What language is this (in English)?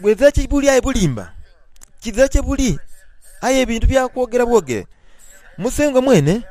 Soga